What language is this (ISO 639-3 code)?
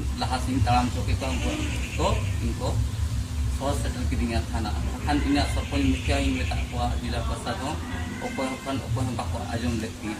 sat